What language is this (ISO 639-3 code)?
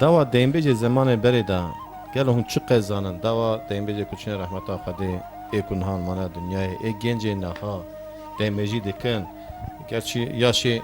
kur